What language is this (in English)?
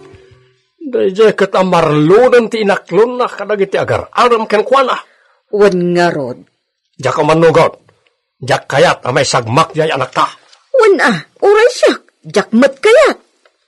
Iloko